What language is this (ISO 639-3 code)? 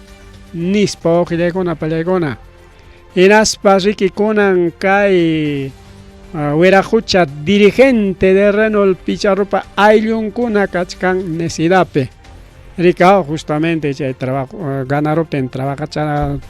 quy